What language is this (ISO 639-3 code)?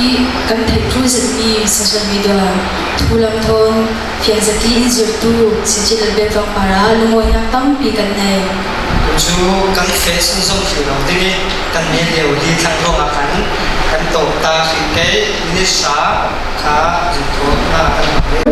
cfm